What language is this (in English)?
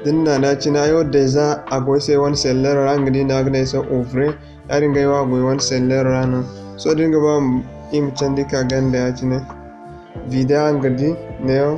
Zarma